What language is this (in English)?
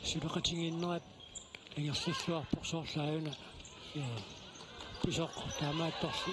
Kalaallisut